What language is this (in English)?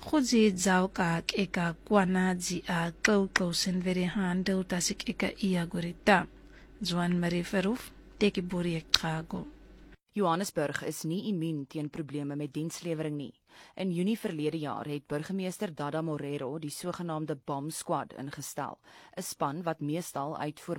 Afrikaans